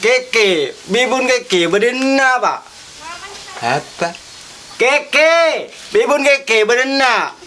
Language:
Madurese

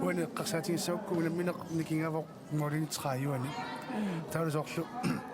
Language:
Kalaallisut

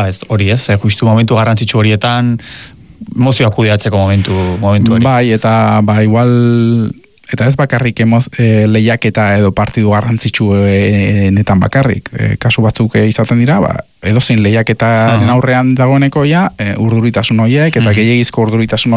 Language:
Basque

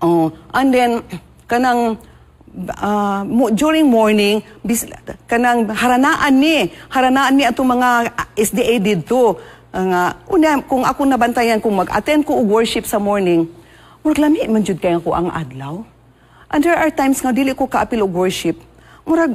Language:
Cebuano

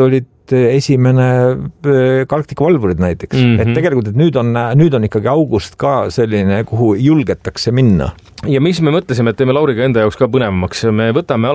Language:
Estonian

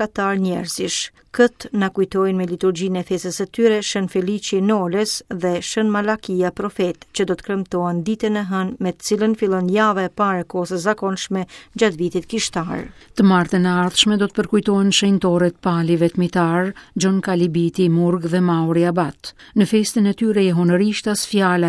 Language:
Albanian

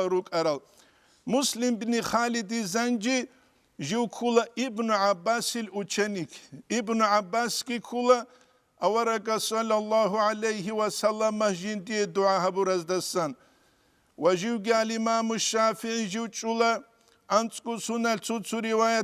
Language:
Avaric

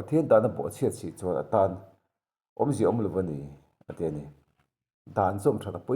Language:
Mizo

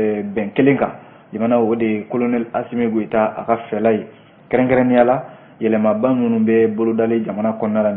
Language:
Bambara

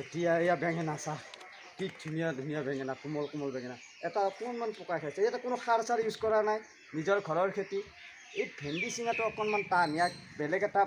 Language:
Assamese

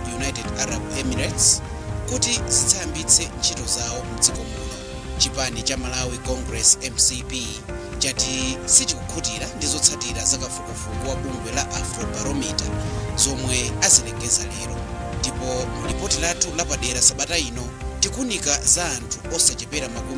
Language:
Nyanja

